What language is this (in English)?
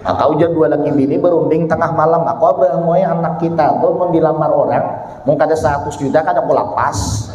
Banjar